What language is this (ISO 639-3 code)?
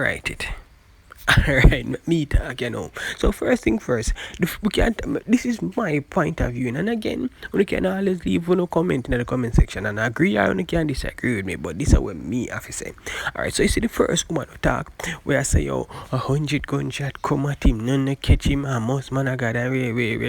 jam